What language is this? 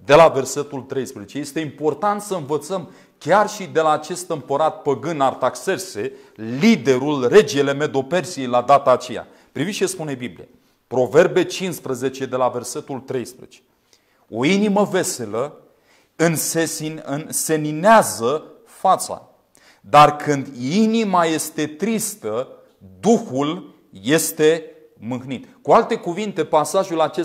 Romanian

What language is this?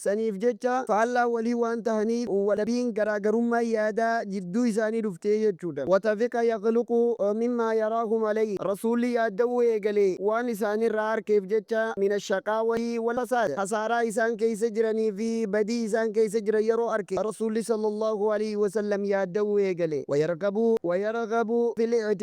Oromo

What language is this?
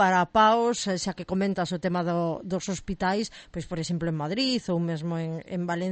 Galician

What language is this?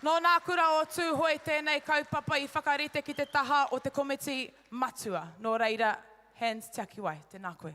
Māori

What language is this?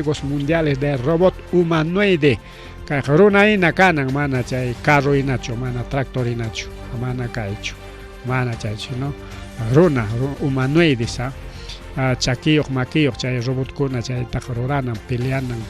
Ayacucho Quechua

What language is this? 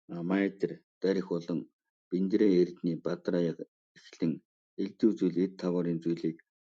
Mongolian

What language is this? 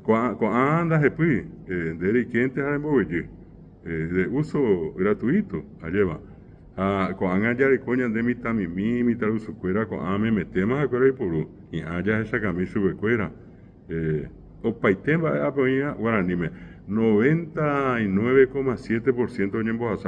Guarani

